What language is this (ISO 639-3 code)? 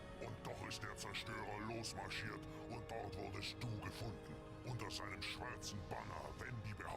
gsw